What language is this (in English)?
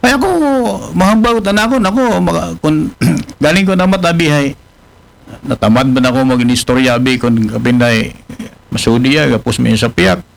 Aklanon